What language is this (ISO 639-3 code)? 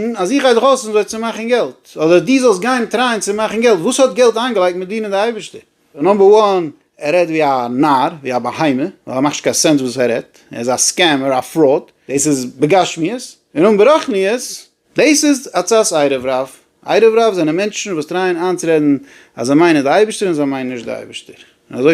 yid